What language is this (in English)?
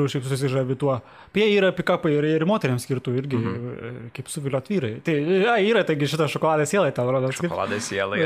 Lithuanian